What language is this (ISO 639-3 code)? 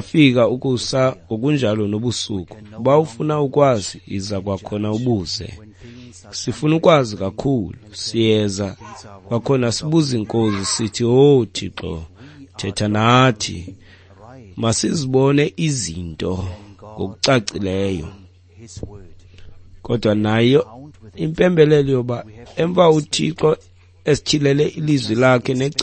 xho